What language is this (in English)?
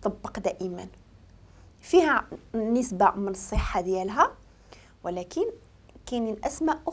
Moroccan Arabic